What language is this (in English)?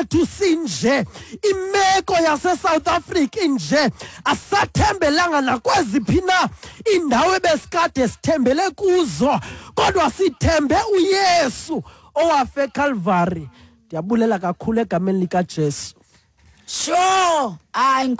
Xhosa